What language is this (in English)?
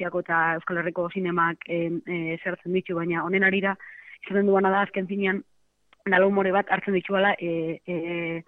Basque